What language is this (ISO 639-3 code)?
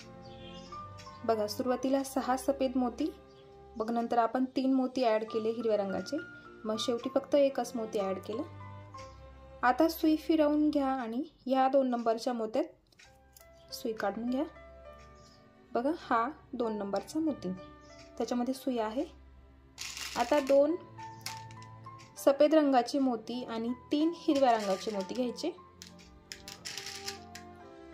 mar